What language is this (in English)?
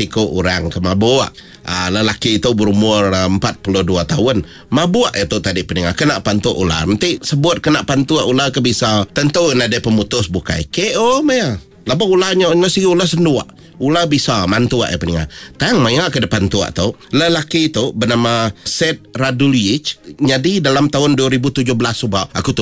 Iban